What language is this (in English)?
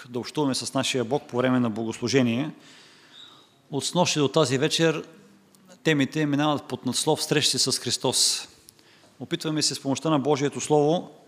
Bulgarian